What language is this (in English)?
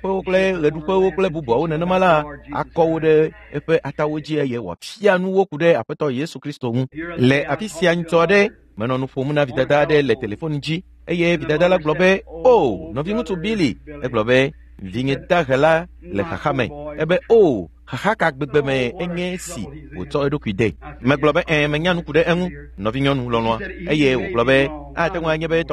Ewe